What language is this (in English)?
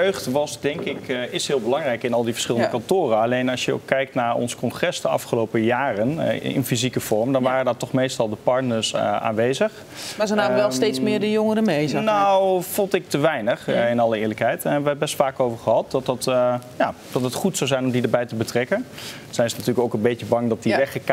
Dutch